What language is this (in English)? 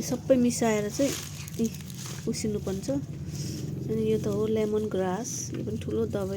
Nepali